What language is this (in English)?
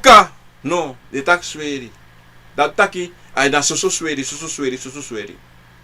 Sranan Tongo